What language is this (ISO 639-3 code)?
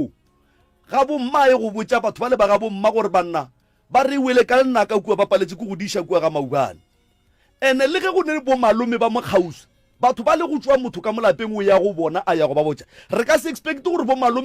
nso